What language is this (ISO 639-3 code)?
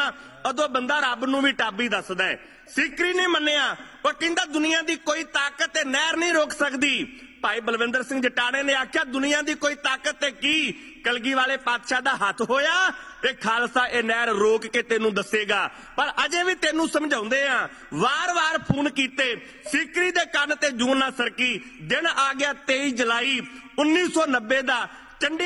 pan